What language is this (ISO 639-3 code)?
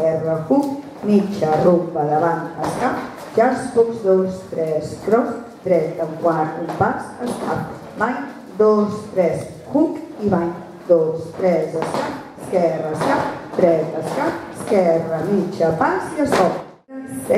cat